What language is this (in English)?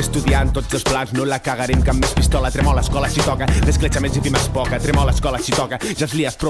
Catalan